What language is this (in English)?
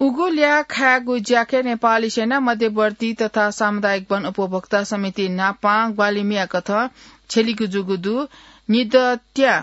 Newari